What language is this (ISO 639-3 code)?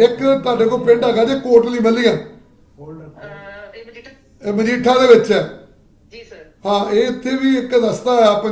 pan